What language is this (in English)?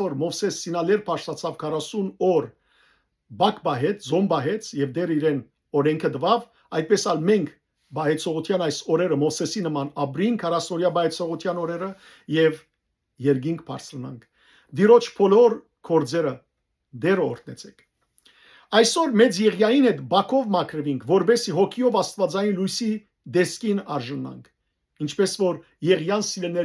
Western Armenian